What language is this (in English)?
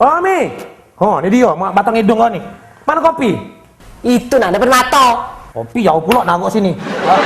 Musi